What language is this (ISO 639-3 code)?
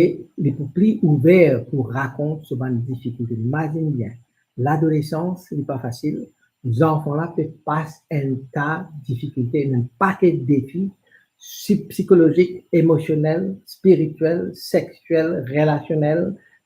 mfe